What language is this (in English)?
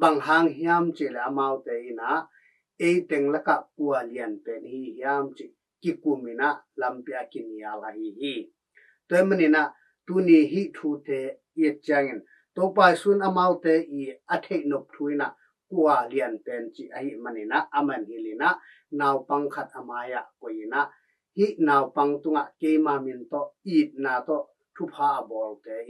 Tedim Chin